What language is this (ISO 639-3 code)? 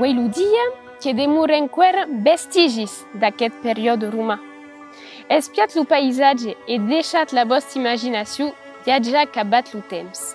oci